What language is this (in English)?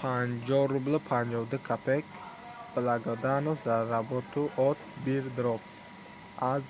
Tajik